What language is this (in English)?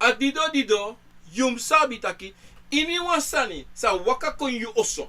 Sranan Tongo